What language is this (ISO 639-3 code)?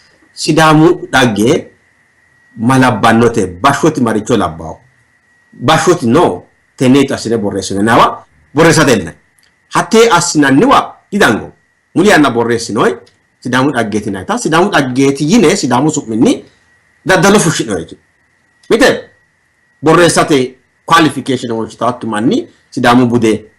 sid